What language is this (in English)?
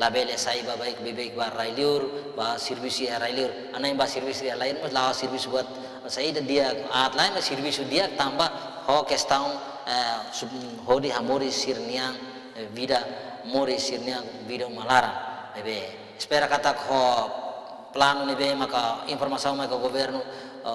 Tetum